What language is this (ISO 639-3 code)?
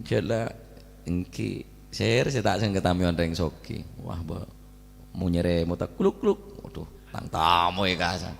mad